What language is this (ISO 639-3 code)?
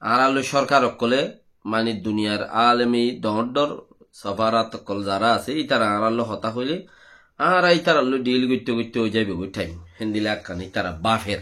rhg